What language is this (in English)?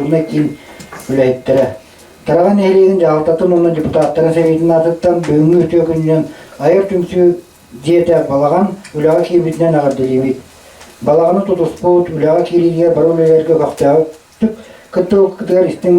Yakut